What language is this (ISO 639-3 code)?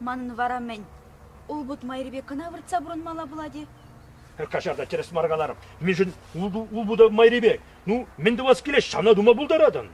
chv